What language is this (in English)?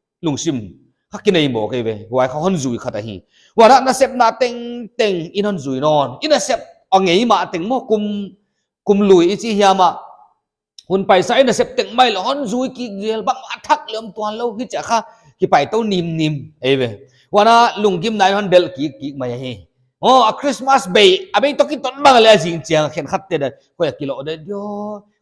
Paite Chin